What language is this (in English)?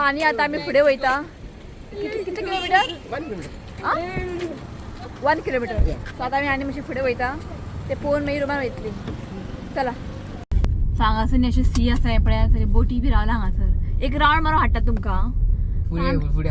Konkani